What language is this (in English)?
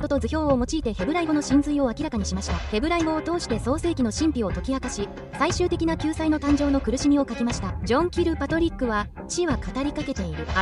Japanese